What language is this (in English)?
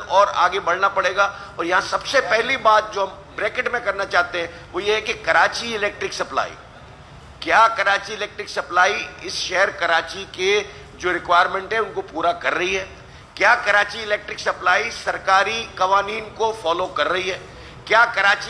Urdu